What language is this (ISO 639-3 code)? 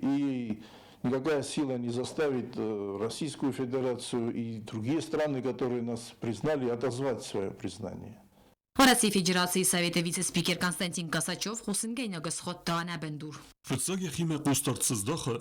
oss